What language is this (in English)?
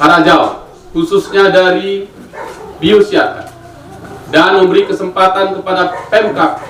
Batak Toba